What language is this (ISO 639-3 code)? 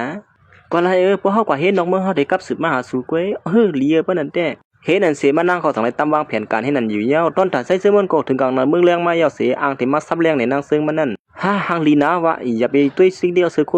shn